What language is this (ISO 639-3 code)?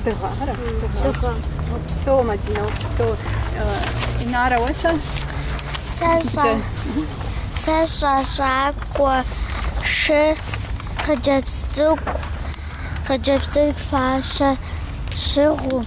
kbd